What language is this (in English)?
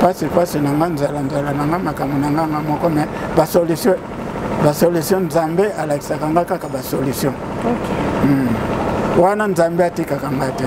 Lingala